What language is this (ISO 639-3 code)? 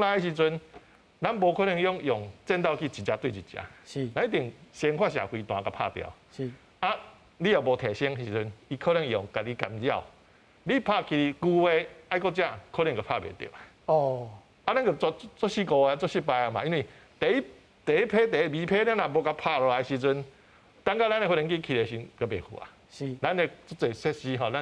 nan